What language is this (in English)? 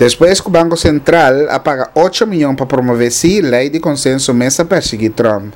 Papiamento